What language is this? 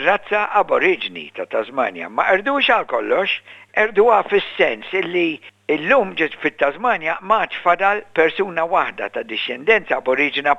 Maltese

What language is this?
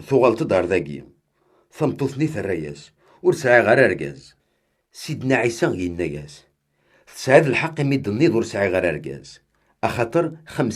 Kabyle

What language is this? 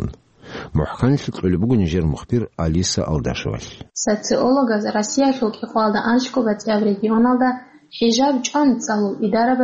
Avaric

